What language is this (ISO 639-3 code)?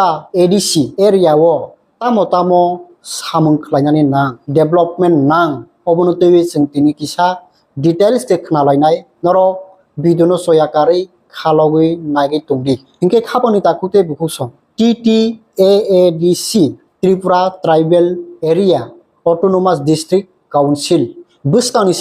trp